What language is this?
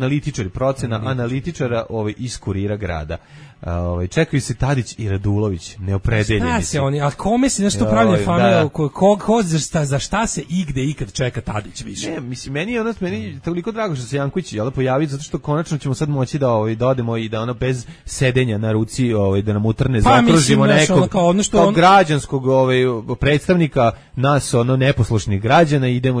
Serbian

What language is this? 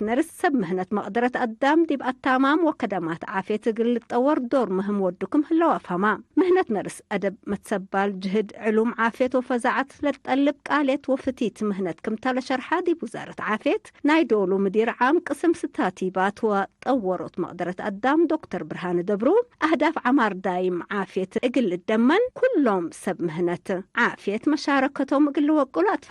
Tigre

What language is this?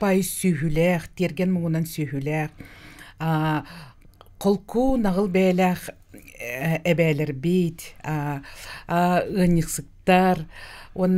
Yakut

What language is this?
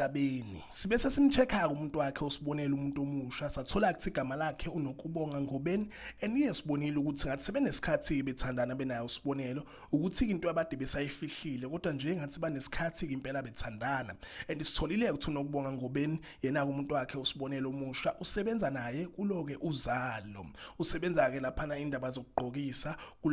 Zulu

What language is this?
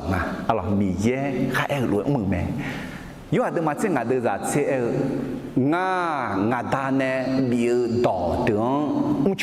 Akha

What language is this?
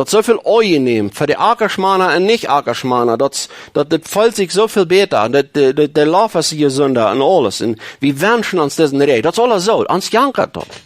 Plautdietsch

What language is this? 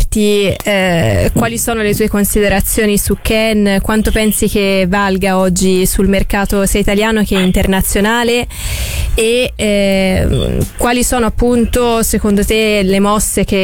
Italian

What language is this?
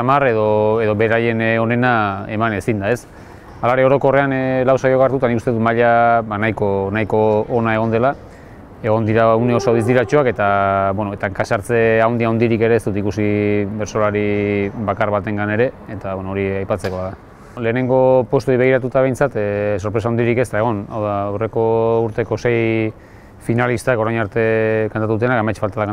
Basque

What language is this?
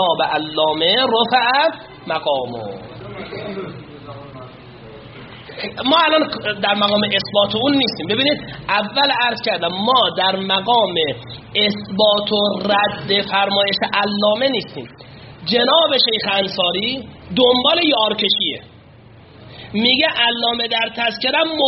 Persian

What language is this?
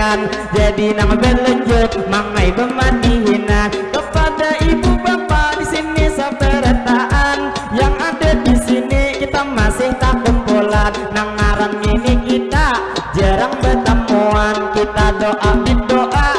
Banjar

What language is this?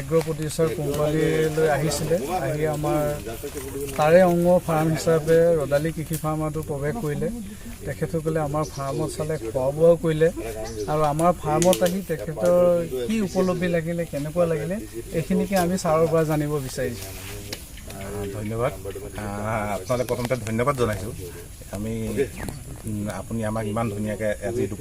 Assamese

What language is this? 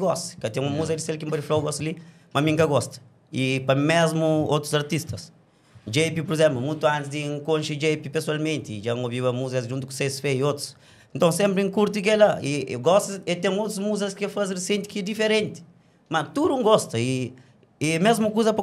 Kabuverdianu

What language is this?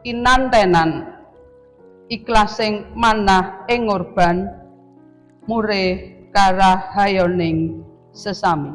Javanese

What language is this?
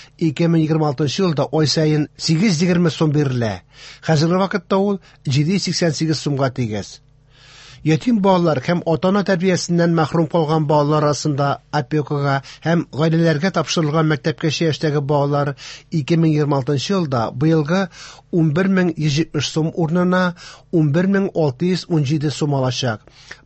Tatar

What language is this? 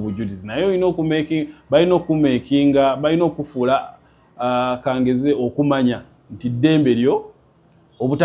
Ganda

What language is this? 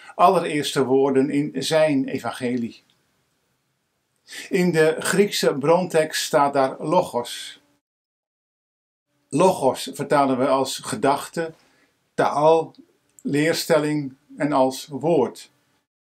Dutch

